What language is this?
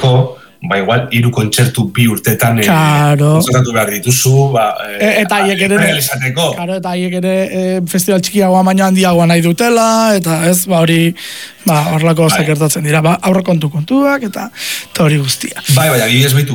Basque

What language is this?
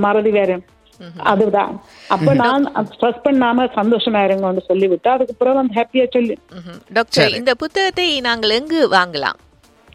Tamil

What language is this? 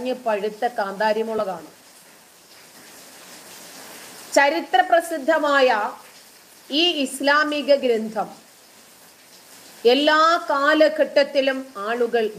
Malayalam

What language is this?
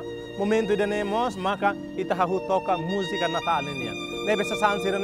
Tetum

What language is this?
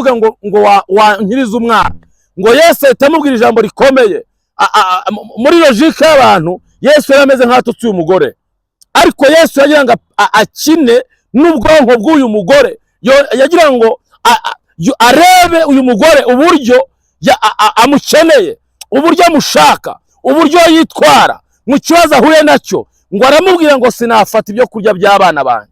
Kinyarwanda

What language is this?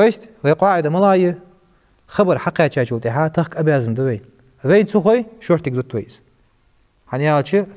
Ingush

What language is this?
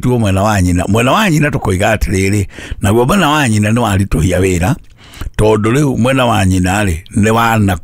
Kikuyu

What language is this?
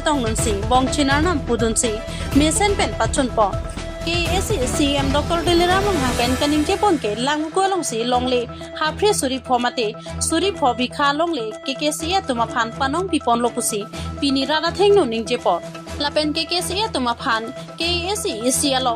Karbi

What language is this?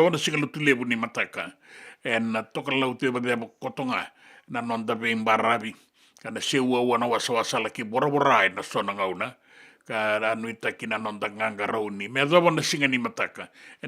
Fijian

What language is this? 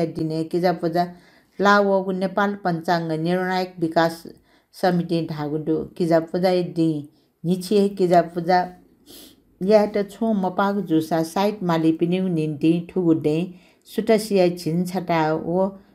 Newari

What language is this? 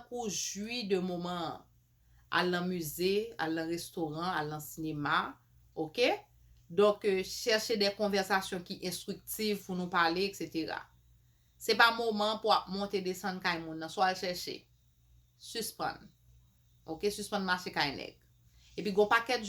Haitian Creole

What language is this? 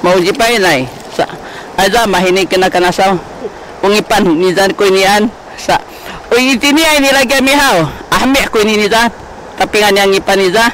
Sakizaya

